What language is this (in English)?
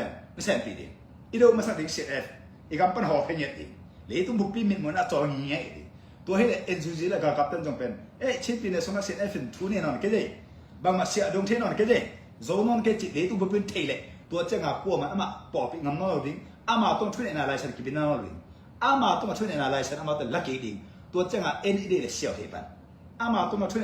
Tedim Chin